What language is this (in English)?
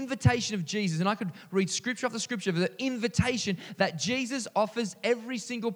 English